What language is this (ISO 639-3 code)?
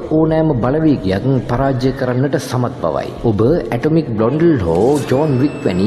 sin